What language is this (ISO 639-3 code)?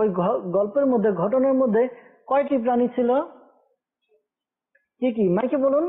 ben